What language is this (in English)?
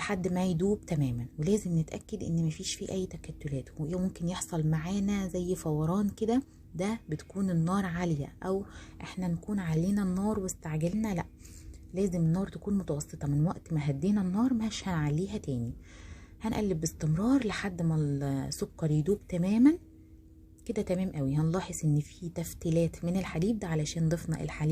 Egyptian Arabic